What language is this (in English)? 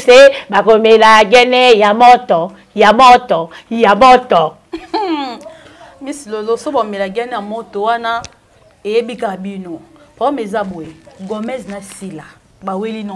Lingala